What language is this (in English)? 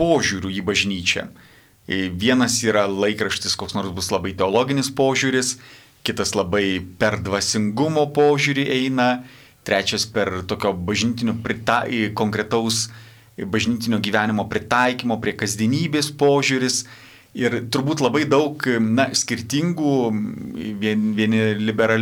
Lithuanian